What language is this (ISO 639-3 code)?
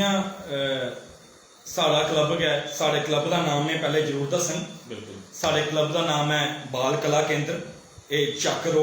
doi